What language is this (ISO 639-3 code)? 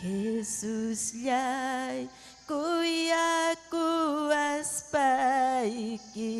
quy